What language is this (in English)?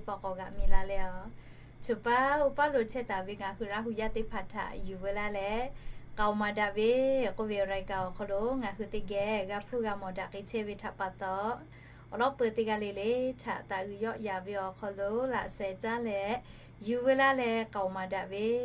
Lahu